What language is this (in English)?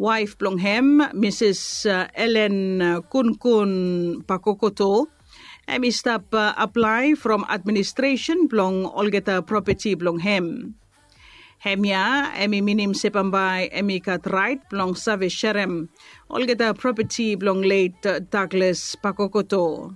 Bislama